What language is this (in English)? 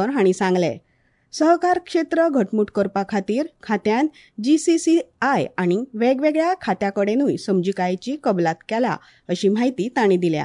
Konkani